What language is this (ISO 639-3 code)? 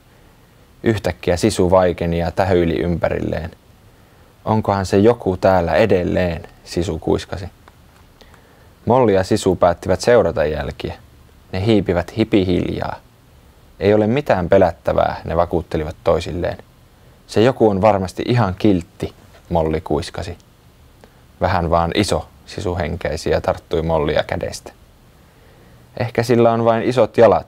fin